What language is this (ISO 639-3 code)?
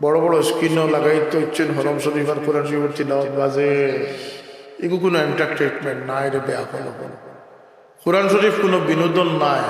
syl